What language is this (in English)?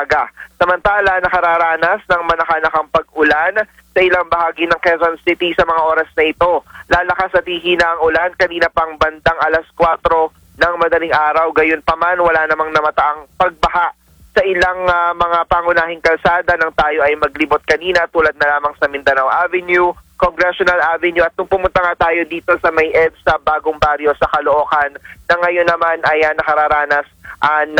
Filipino